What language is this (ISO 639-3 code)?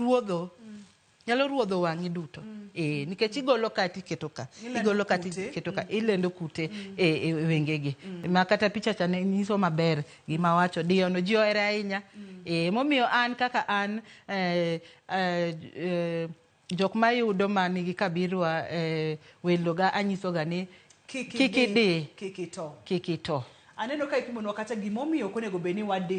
luo